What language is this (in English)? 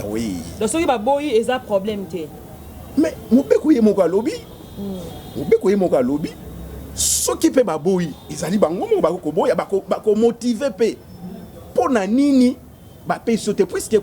Lingala